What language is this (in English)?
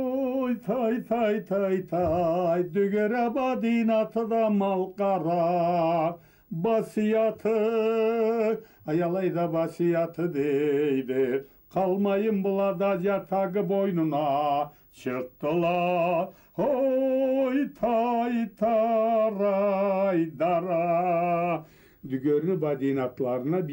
Karachay-Balkar